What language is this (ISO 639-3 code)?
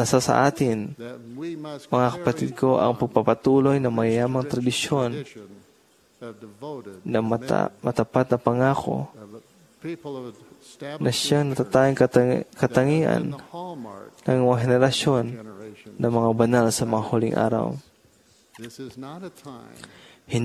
fil